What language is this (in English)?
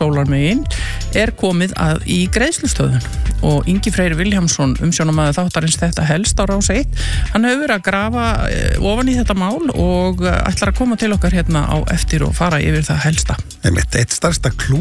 Icelandic